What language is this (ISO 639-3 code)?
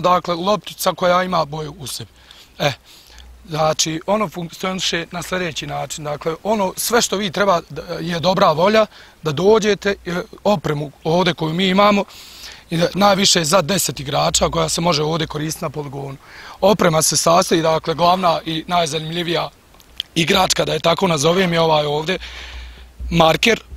bos